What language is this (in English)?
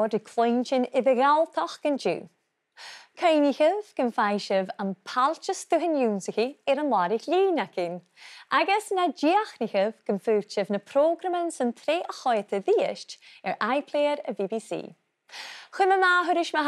Scottish Gaelic